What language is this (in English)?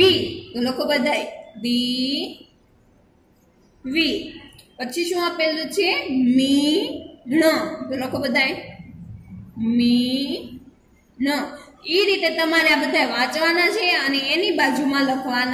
Gujarati